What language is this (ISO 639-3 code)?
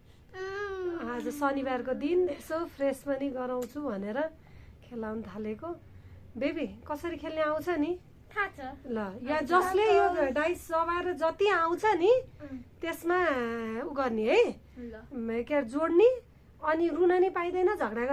nep